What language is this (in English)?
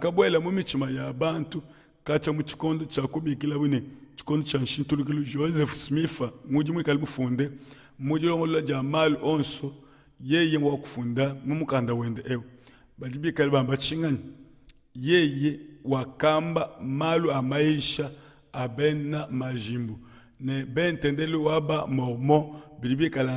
Luba-Lulua